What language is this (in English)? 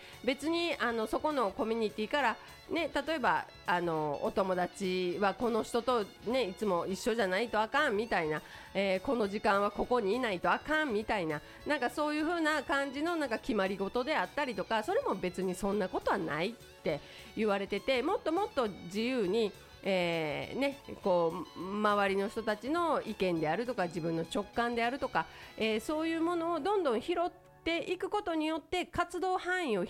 Japanese